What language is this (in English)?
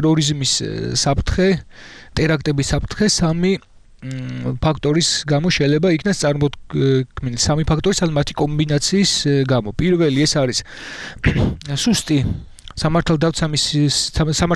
Georgian